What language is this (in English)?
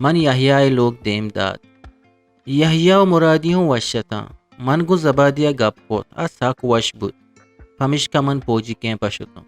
Eastern Balochi